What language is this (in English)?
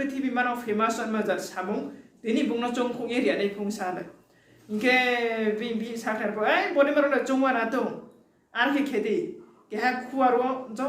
Riang (India)